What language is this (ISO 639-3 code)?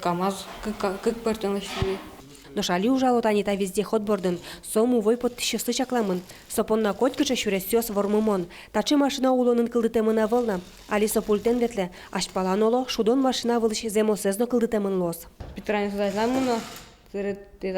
udm